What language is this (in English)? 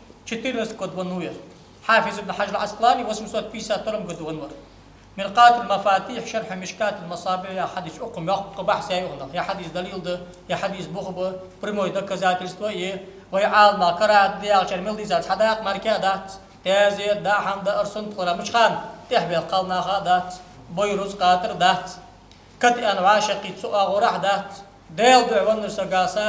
Ingush